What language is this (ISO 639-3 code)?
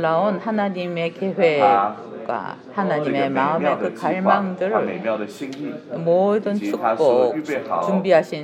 kor